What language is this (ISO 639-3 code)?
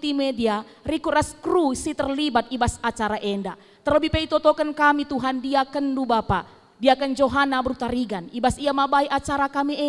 btx